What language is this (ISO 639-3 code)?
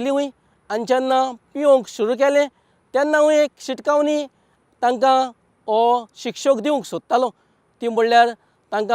kok